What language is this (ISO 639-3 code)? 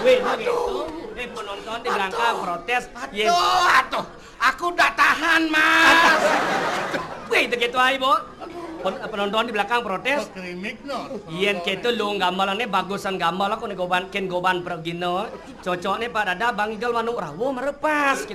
ban